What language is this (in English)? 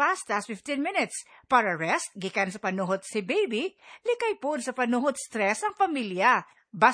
Cebuano